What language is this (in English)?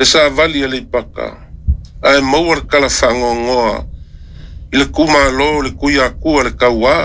Samoan